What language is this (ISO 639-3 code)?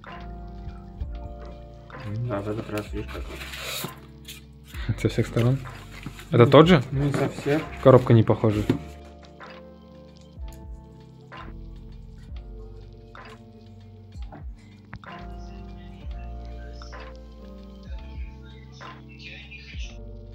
rus